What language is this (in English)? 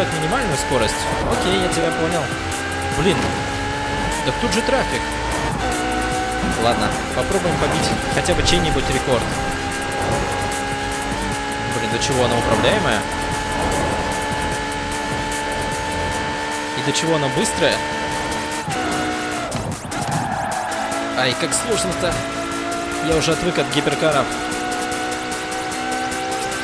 Russian